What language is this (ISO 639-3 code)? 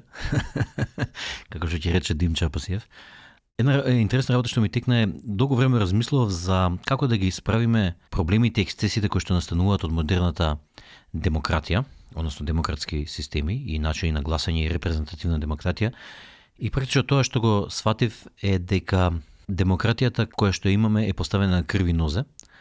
mkd